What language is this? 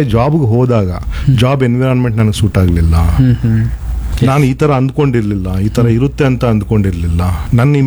Kannada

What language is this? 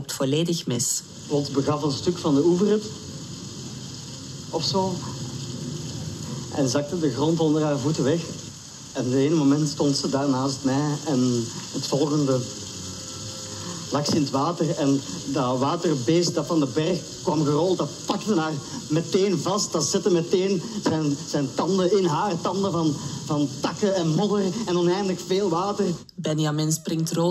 Dutch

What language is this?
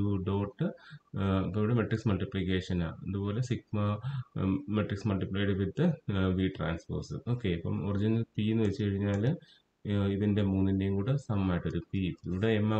Malayalam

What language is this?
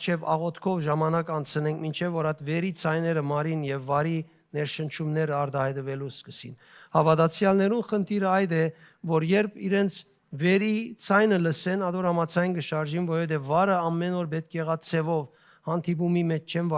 Western Armenian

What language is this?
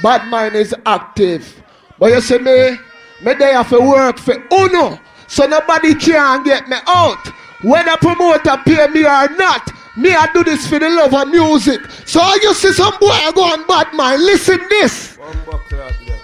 Jamaican Creole English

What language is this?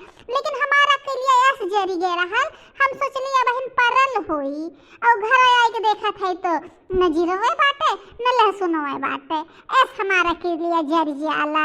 Bhojpuri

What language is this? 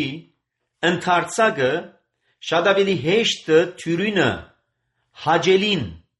Armenian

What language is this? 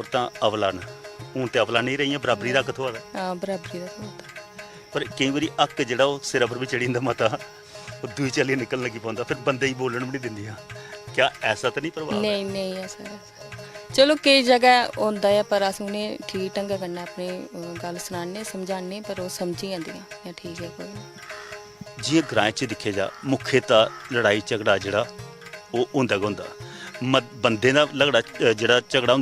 Dogri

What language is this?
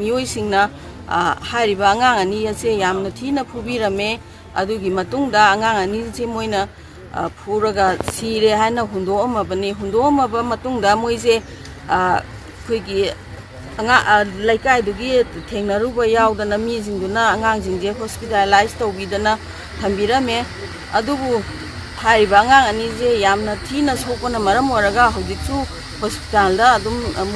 Manipuri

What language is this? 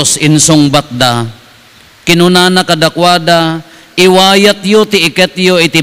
Iloko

